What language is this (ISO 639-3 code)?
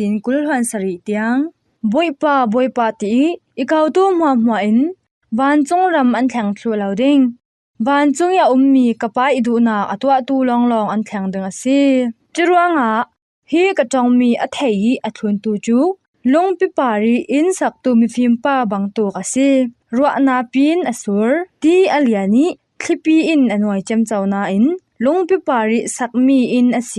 cfm